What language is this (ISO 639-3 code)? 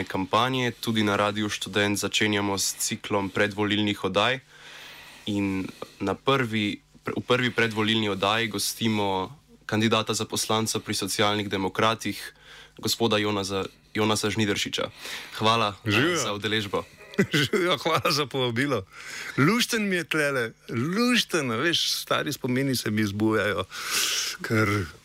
slv